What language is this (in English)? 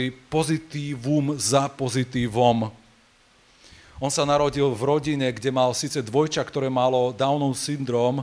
Slovak